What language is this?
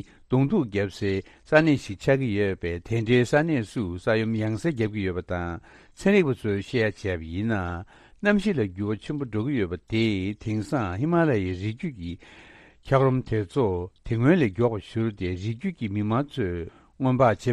Tibetan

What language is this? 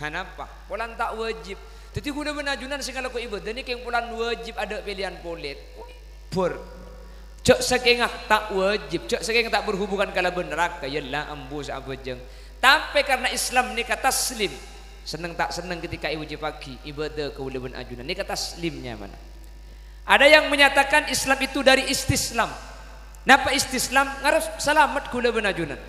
Madurese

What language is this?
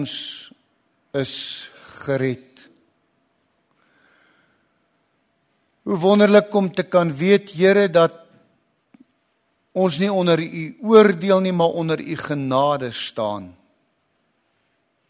Afrikaans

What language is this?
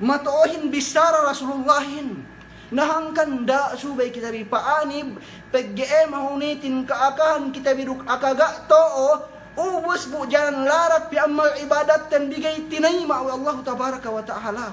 Yakan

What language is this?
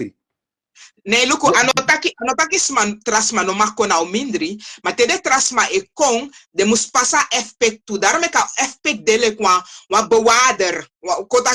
Sranan Tongo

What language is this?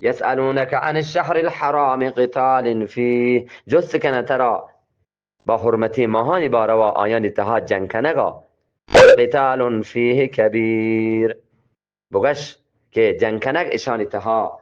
Eastern Balochi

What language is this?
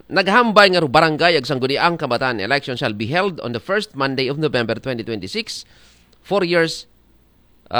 Aklanon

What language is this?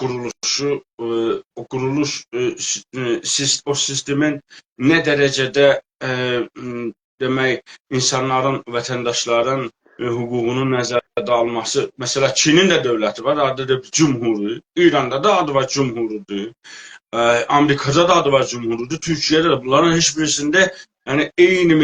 South Azerbaijani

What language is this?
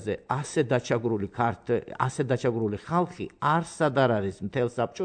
Georgian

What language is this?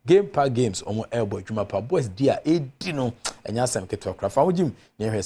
Akan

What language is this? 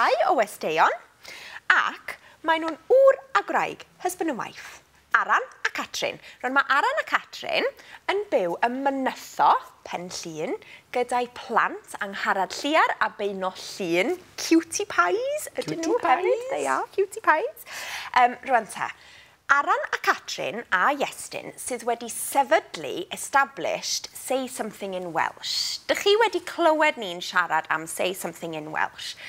Welsh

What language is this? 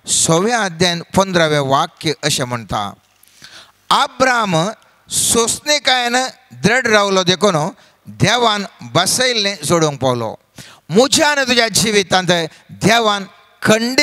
Konkani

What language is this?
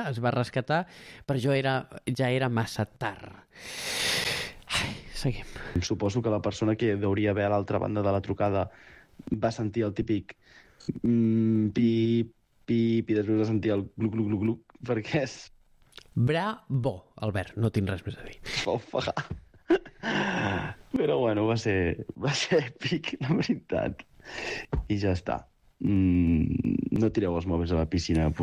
Catalan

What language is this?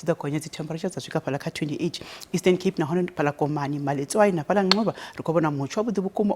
Venda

